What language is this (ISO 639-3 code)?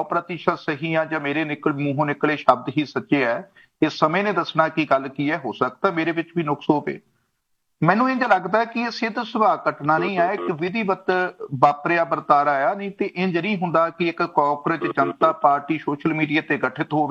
pan